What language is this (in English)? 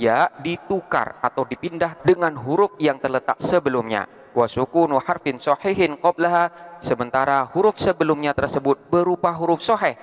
Indonesian